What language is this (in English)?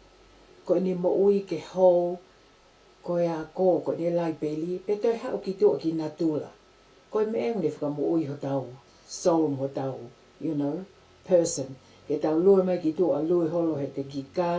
Tongan